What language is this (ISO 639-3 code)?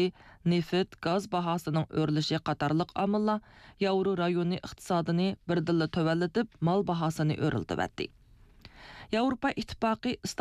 uig